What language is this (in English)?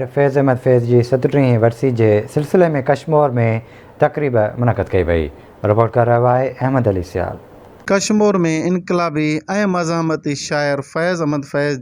Sindhi